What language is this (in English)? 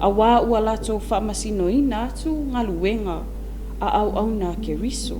Samoan